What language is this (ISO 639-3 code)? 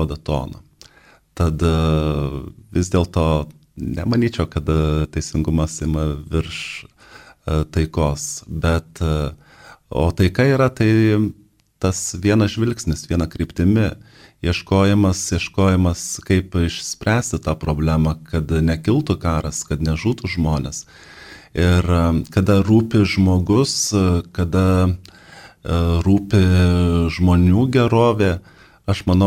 lit